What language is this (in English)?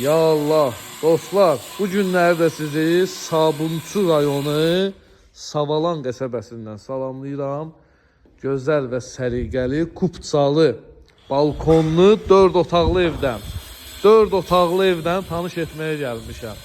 Azerbaijani